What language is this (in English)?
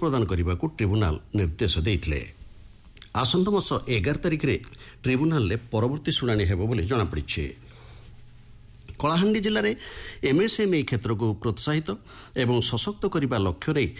Odia